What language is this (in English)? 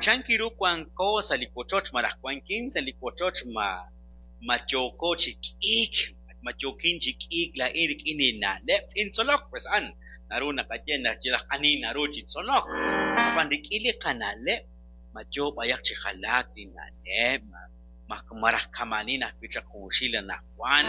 Kekchí